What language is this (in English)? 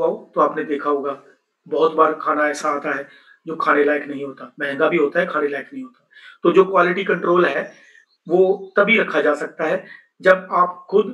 Hindi